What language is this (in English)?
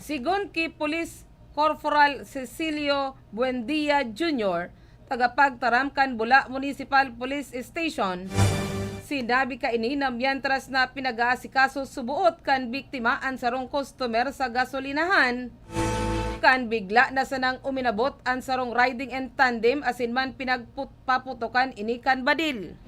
Bikol